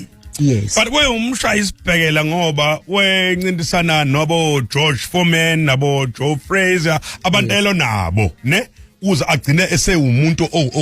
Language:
Zulu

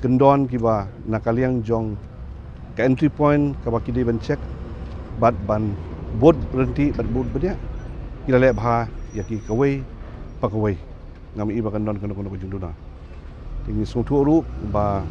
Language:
Khasi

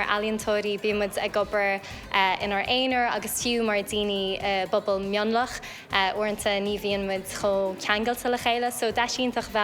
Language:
Irish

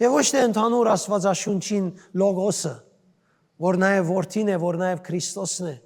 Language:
Western Armenian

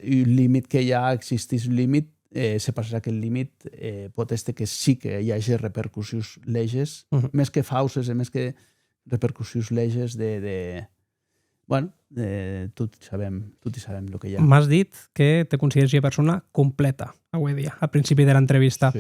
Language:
Occitan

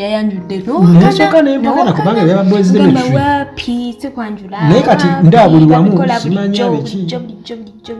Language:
Ganda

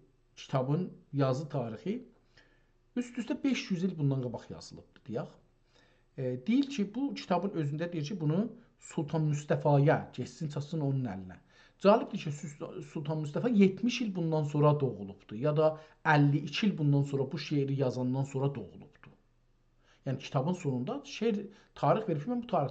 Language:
South Azerbaijani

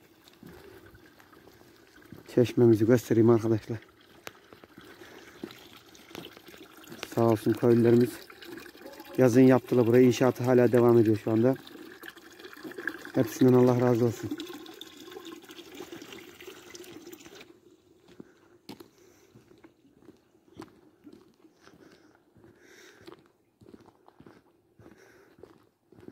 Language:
Turkish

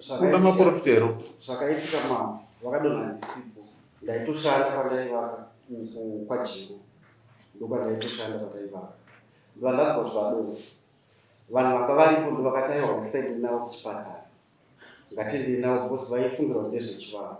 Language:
Shona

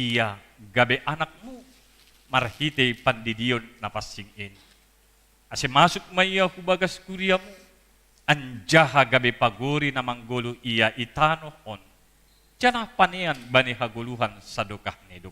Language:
Batak Simalungun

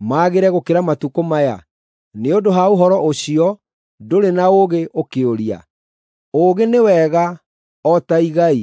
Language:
Kikuyu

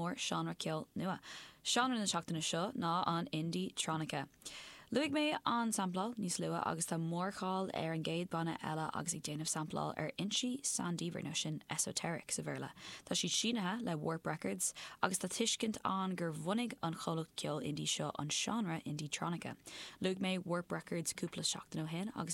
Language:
Irish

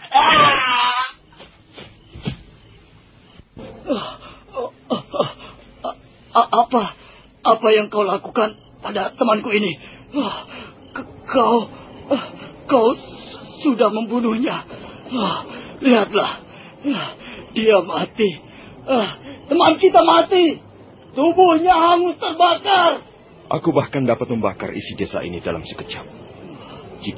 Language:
Indonesian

